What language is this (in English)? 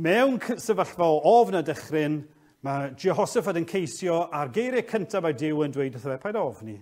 Welsh